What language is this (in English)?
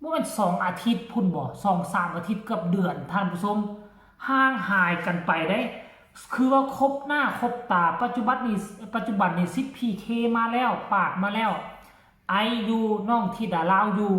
Northeastern Thai